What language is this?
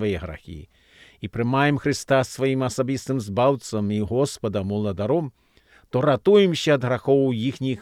Belarusian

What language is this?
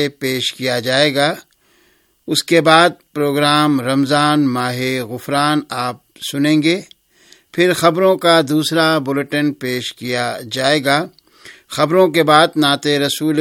Urdu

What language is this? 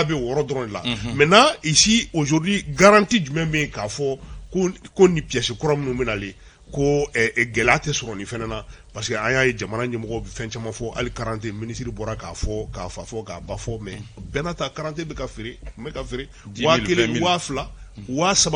Bambara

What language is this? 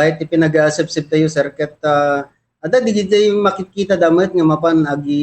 Iloko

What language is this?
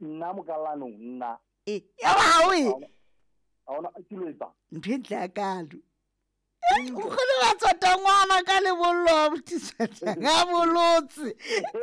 Southern Sotho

